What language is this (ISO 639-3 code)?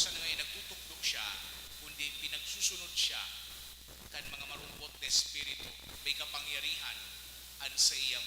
bik